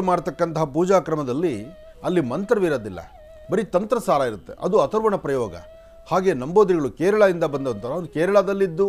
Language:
Kannada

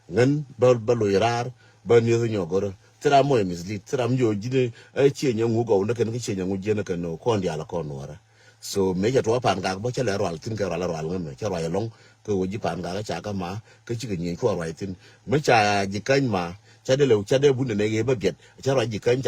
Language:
Nuer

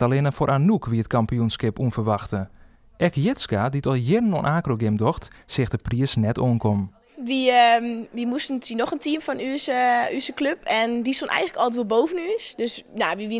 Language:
Western Frisian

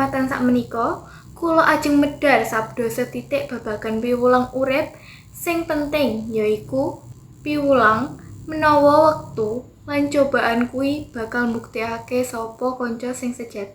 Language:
Javanese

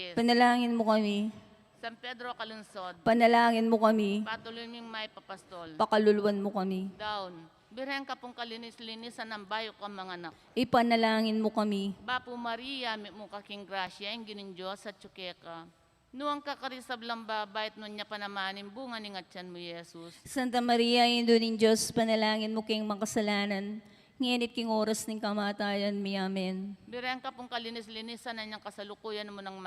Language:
Pampanga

